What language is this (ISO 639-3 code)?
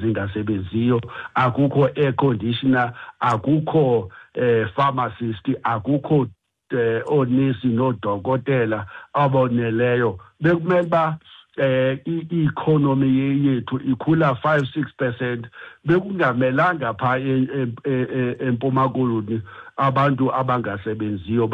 xho